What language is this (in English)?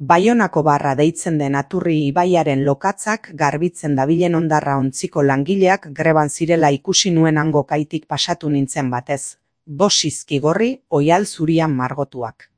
Basque